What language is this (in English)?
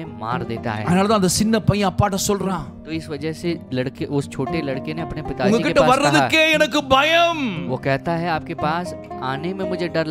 Tamil